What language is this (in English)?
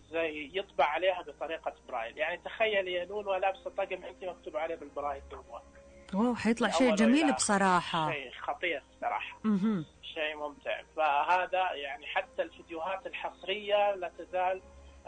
Najdi Arabic